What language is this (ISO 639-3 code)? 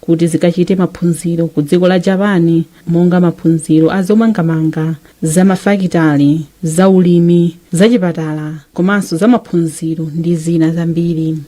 nya